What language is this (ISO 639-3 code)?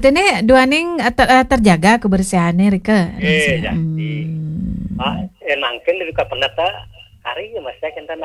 ban